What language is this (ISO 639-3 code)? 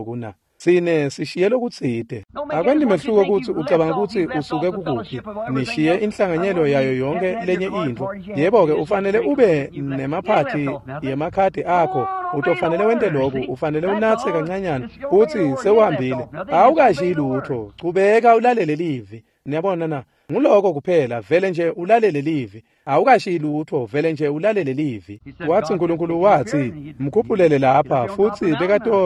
ssw